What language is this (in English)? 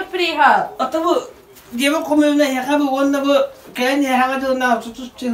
Yakut